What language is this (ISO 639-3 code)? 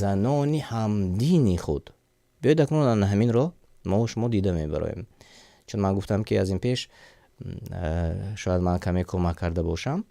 tgk